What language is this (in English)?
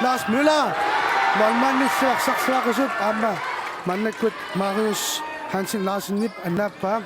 Kalaallisut